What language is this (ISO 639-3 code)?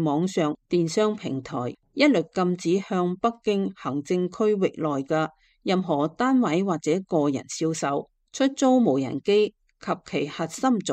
yue